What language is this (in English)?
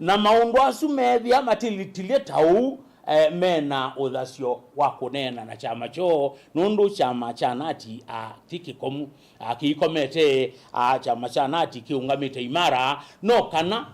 Kamba